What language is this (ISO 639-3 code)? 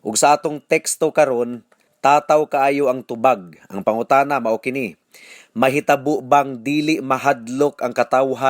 ceb